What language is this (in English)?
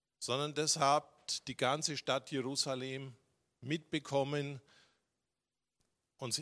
German